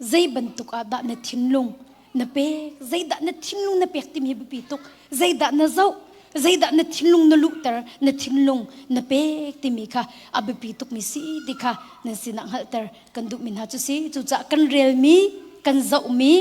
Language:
Hakha Chin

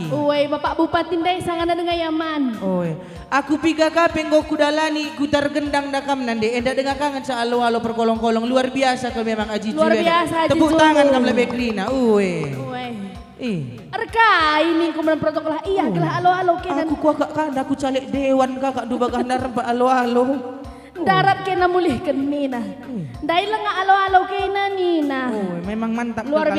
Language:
Batak Karo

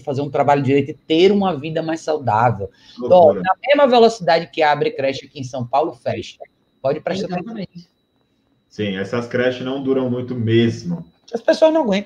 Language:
Portuguese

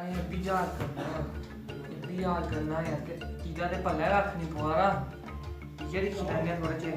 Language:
Dogri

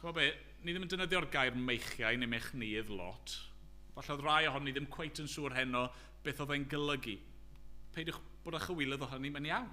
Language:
Welsh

